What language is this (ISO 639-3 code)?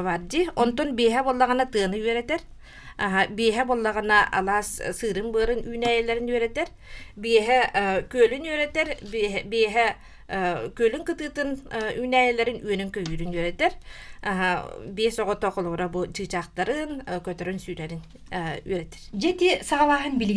sah